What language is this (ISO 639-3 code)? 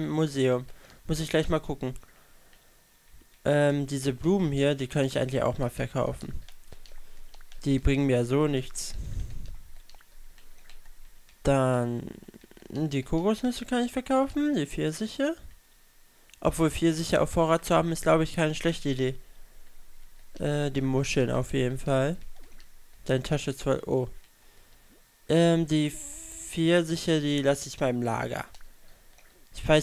deu